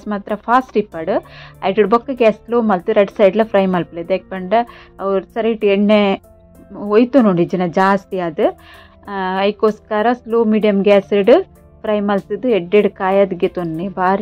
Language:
Tulu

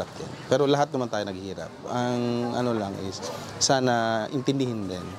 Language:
Bikol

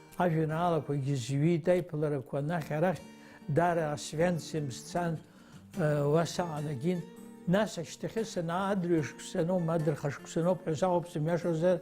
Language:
Abkhazian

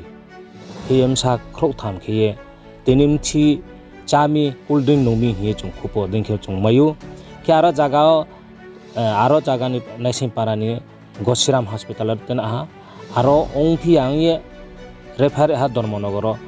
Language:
Riang (India)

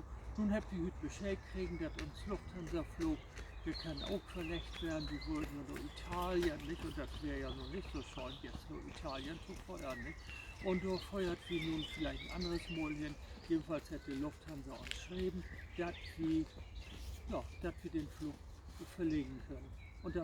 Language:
Low German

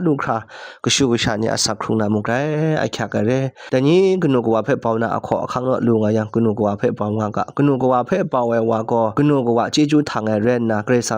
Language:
Kachin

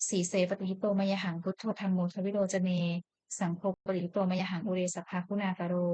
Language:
Pali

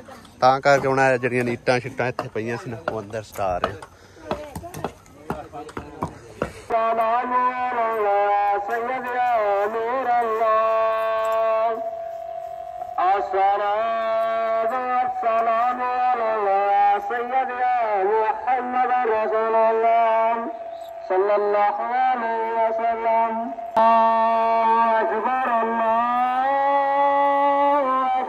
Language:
Punjabi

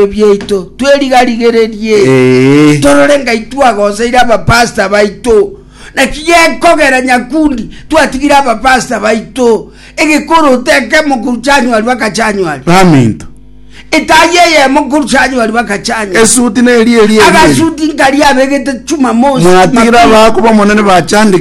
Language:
Gusii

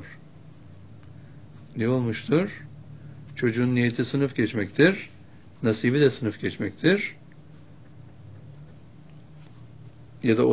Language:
Turkish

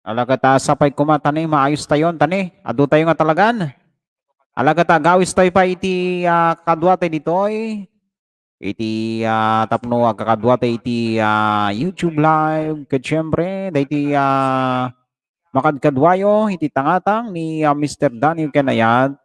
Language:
Iloko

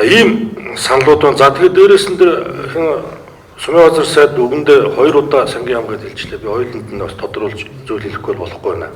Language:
Mongolian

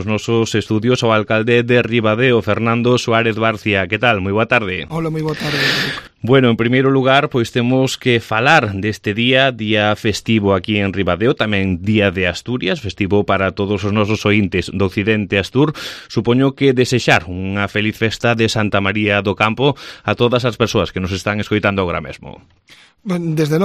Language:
Galician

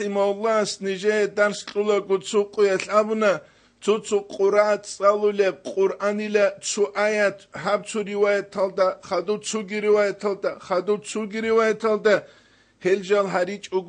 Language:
Avaric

